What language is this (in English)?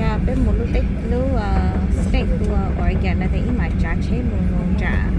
Hmong